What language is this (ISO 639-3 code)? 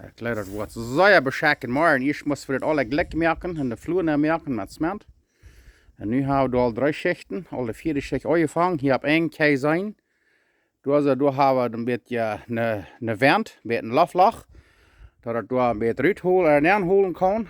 pdt